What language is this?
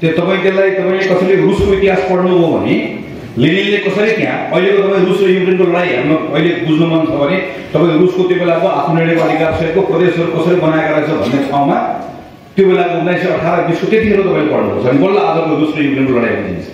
Nepali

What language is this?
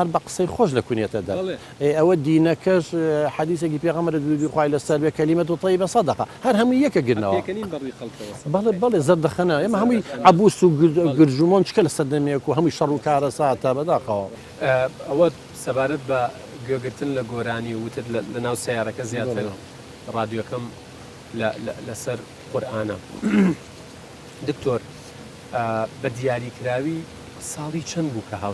Central Kurdish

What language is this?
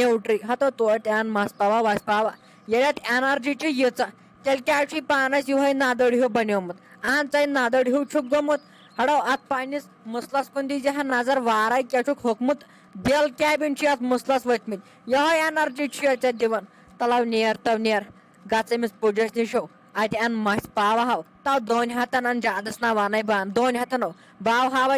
Kashmiri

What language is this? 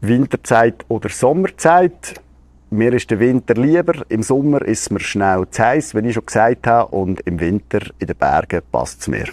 Swiss German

